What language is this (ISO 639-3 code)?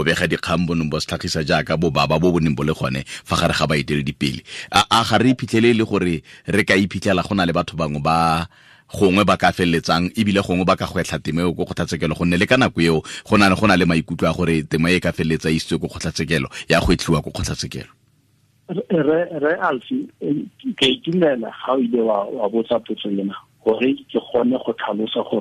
tsn